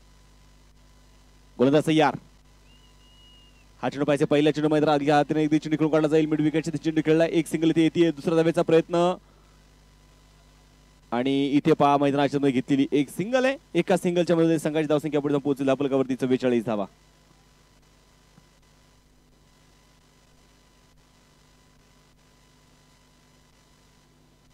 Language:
Marathi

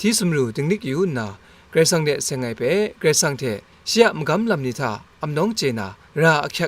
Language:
Kachin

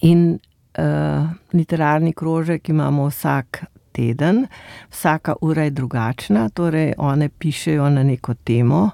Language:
Slovenian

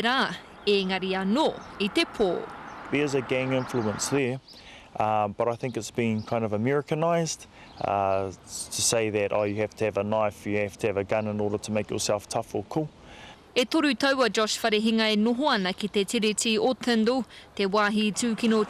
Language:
Māori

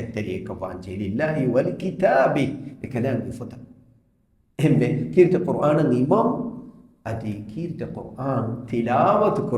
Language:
Divehi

